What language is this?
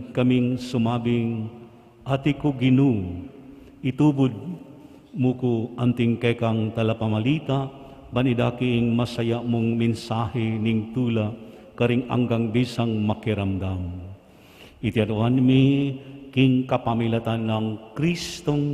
Pampanga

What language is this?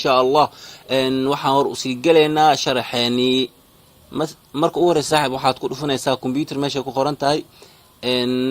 Somali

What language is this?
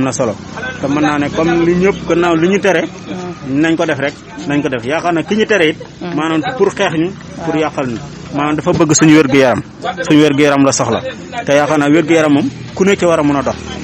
Wolof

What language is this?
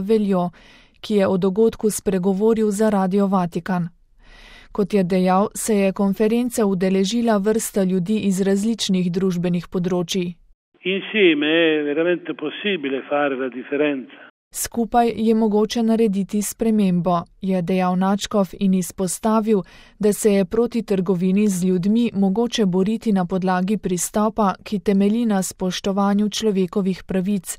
Slovenian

